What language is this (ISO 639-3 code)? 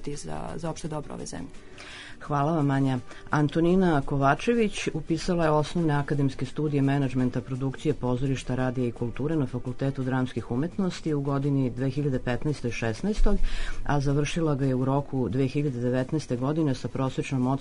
srp